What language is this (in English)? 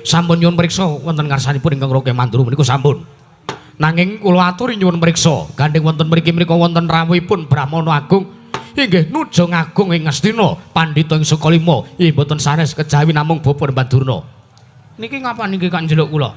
Javanese